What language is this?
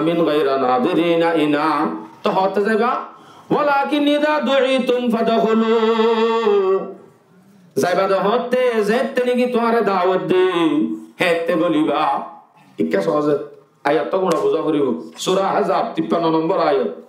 Rohingya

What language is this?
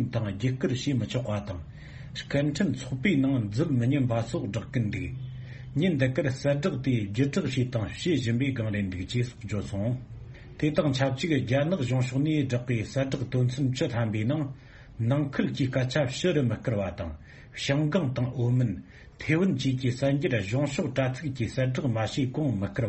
Tibetan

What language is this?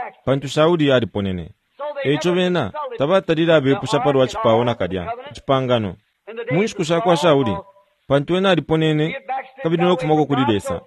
Bemba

